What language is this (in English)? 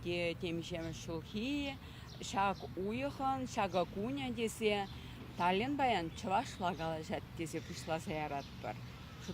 Chuvash